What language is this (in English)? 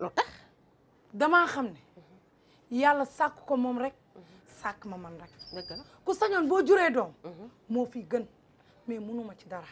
Wolof